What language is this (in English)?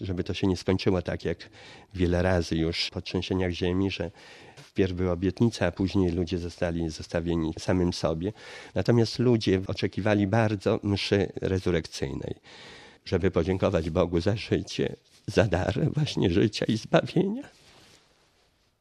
Polish